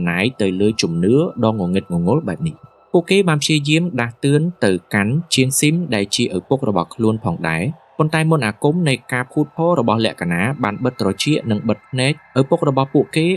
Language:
Khmer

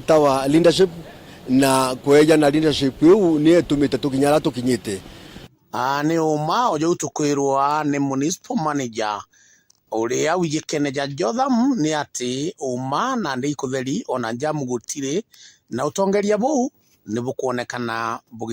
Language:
Meru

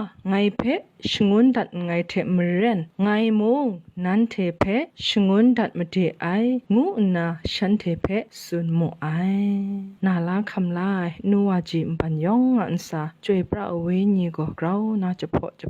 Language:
Kachin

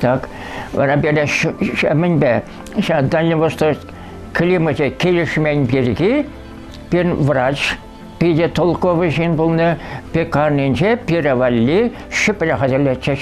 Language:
Chuvash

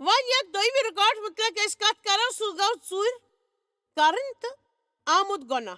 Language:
Kashmiri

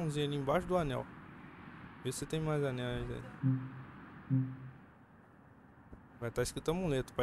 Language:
Portuguese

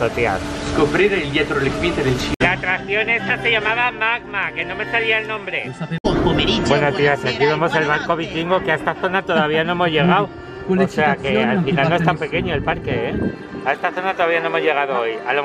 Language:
Spanish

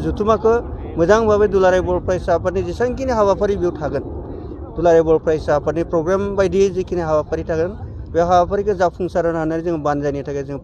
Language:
Bodo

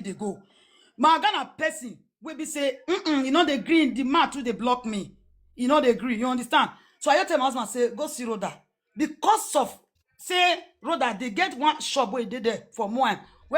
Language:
Nigerian Pidgin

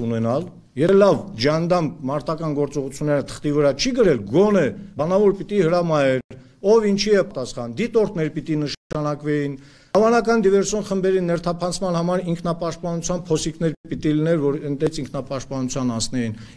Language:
Armenian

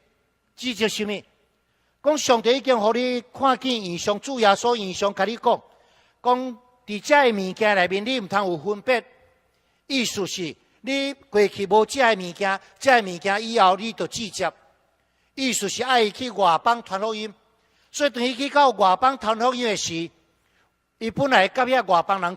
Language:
Min Nan Chinese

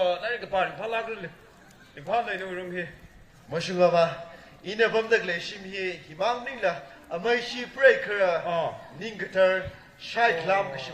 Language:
Tangkhul Naga (India)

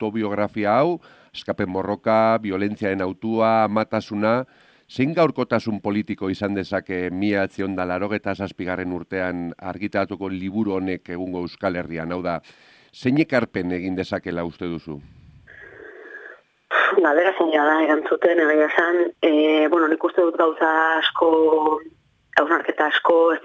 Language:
Basque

